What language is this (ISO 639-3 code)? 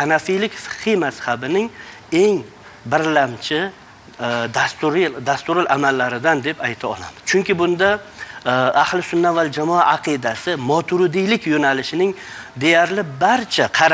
uzb